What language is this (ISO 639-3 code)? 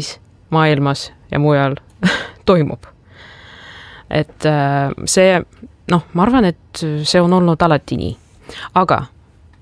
est